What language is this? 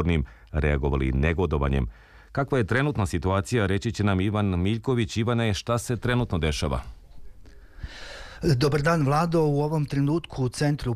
Serbian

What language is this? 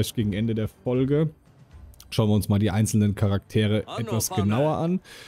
German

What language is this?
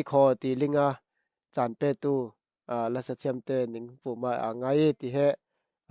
Falam Chin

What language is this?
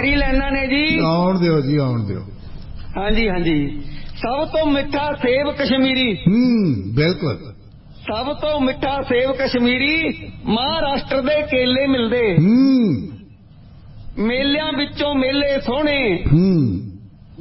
Punjabi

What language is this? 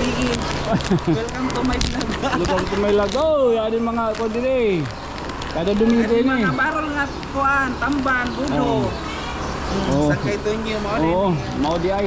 Waray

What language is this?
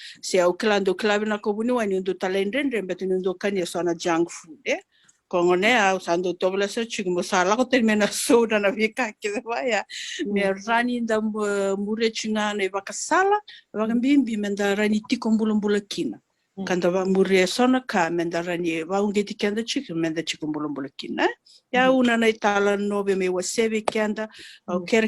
Fijian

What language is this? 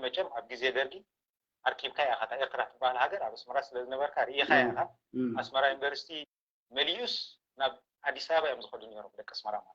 Tigrinya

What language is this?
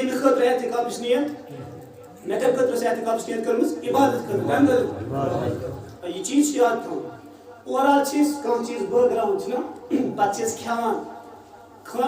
Kashmiri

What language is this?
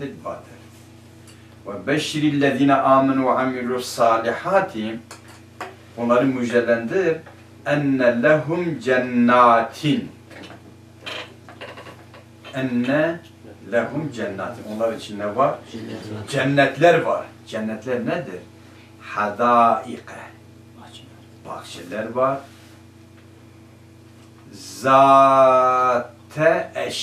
Turkish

